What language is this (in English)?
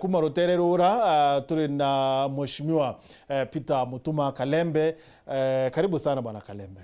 Meru